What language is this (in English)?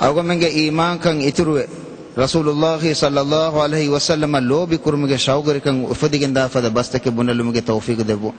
Divehi